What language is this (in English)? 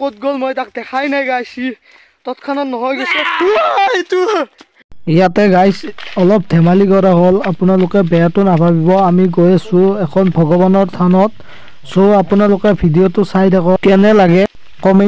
Assamese